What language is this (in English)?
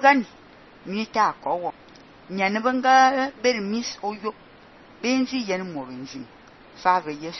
Fang